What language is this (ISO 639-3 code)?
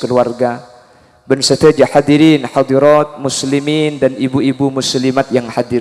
mad